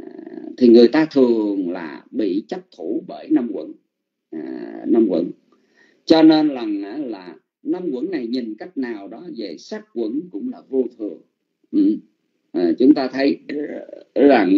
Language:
Vietnamese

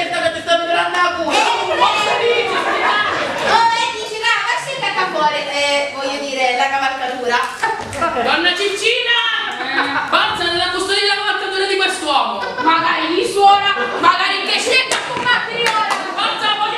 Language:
Sicilian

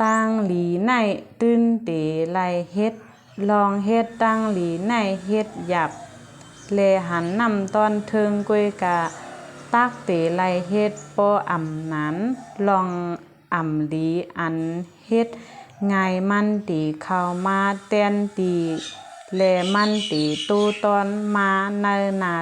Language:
Shan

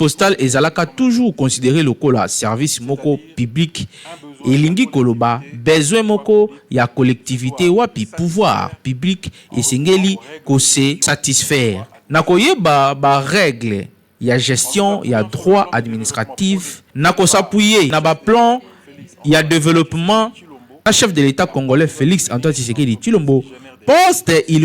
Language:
Lingala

